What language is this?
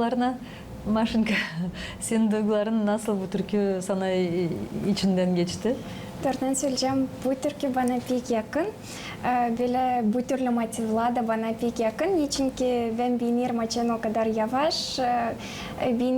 Gagauz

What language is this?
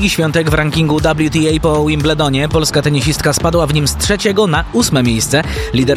Polish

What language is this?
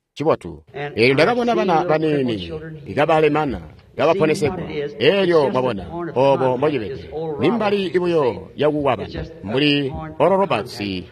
Tonga (Zambia)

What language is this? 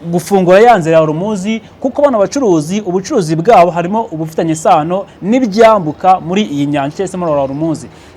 Kinyarwanda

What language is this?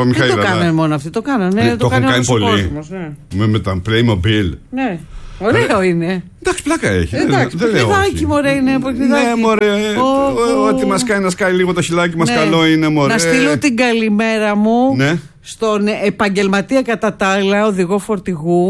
Greek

